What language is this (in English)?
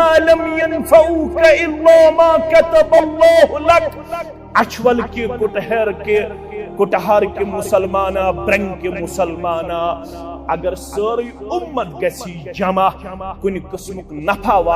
Kashmiri